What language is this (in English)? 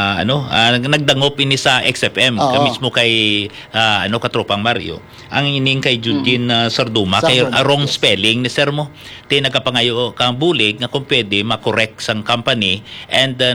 Hiligaynon